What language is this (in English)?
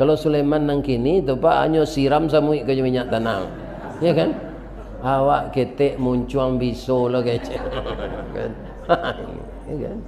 Minangkabau